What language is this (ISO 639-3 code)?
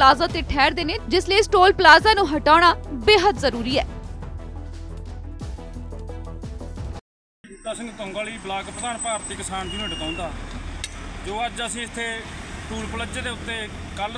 pan